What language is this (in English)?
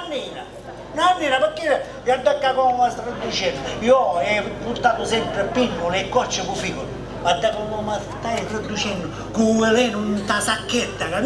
Sicilian